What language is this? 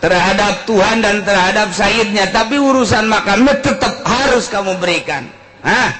Sundanese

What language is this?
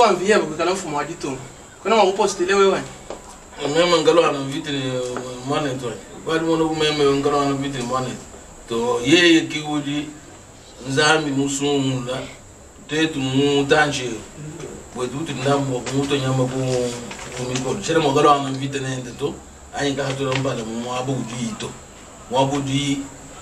Luba-Lulua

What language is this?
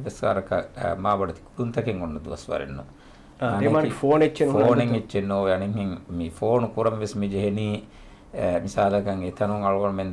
Divehi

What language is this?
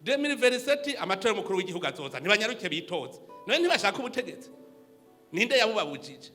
Rundi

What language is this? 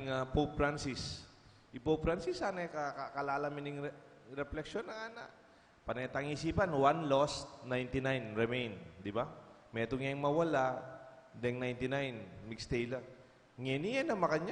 Pampanga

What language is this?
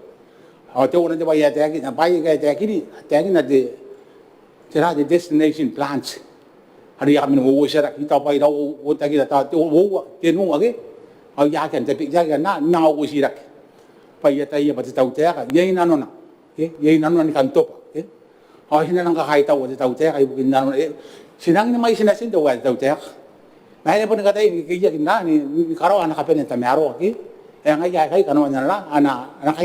Gilbertese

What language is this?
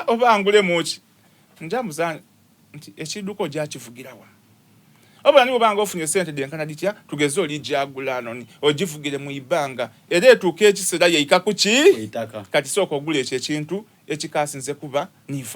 Soga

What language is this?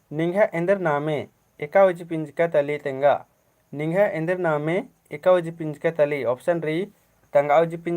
Kurukh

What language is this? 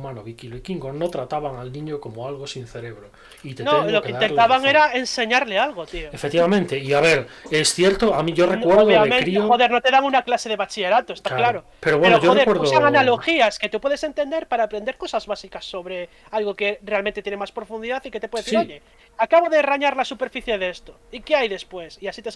Spanish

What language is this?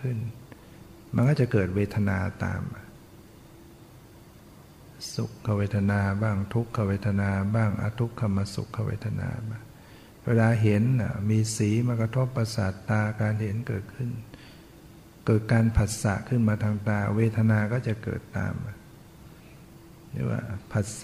Thai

